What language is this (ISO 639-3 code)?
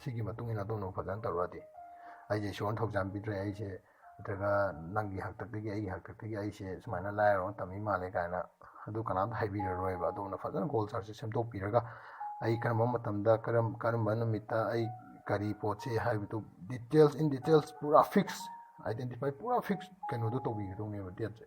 mni